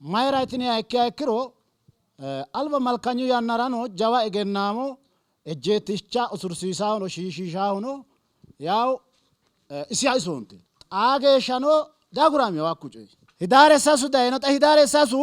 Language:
Sidamo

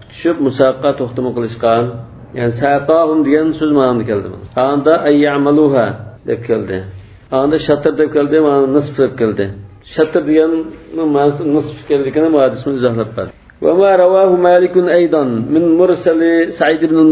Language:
Uyghur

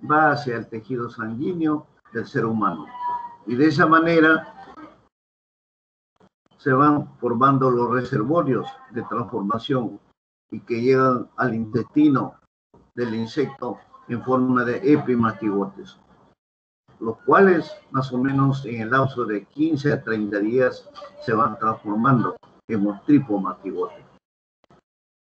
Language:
Spanish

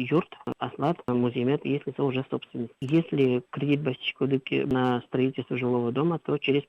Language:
Udmurt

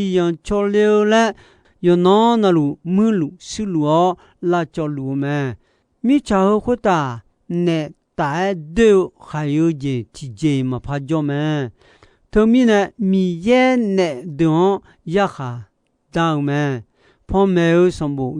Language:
Akha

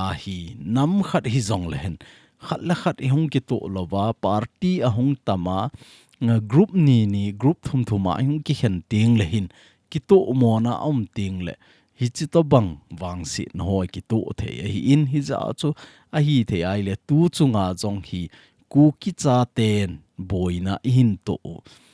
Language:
Thado Chin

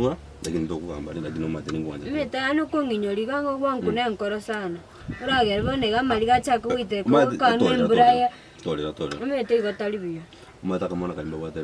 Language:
Gusii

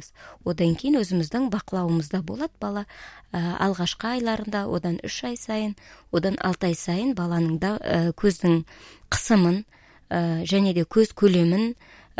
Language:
Kazakh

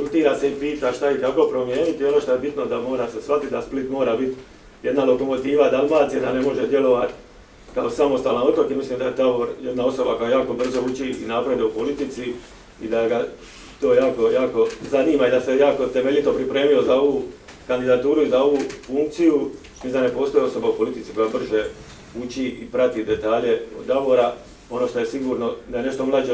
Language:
Croatian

